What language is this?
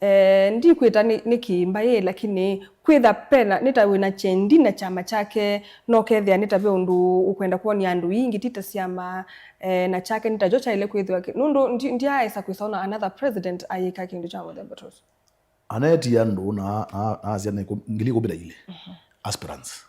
Kamba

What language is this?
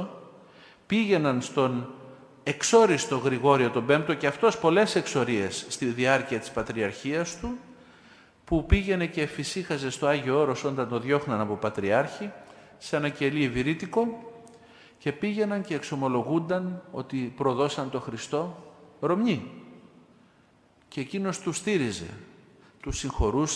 Greek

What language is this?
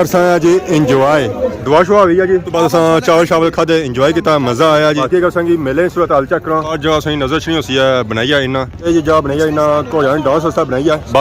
Pahari-Potwari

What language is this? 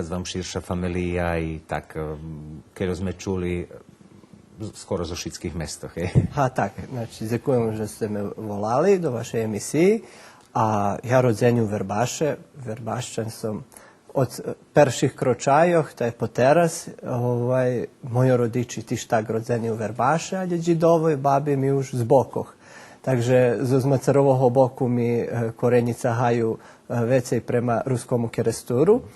Rusyn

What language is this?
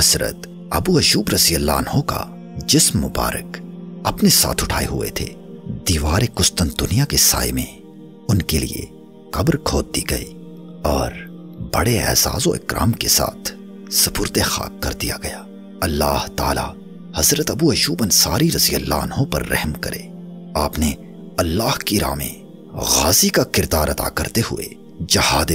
Urdu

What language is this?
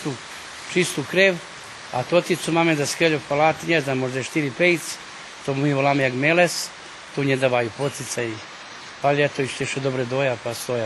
Rusyn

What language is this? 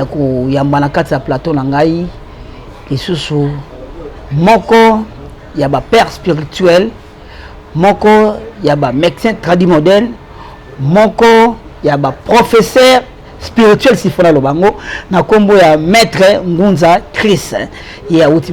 Lingala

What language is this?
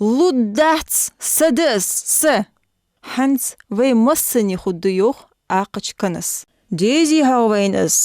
Ingush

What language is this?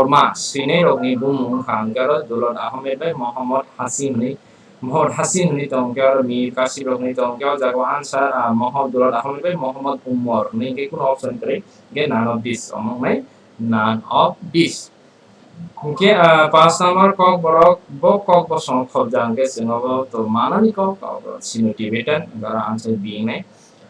Kok Borok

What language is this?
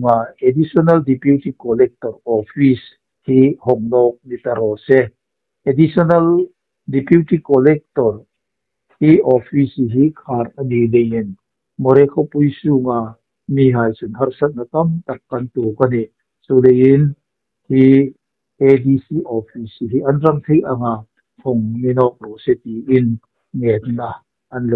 Hmar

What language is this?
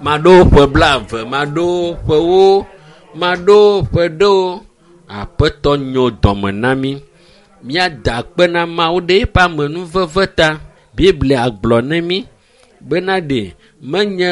Ewe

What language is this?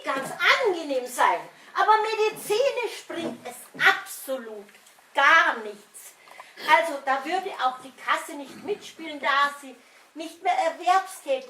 Bavarian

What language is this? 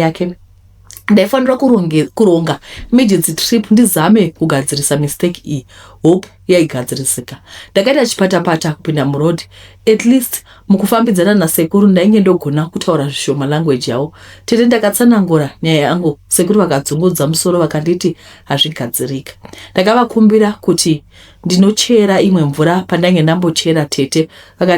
Shona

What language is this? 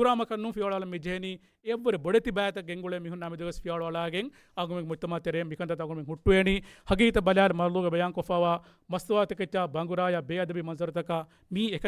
Divehi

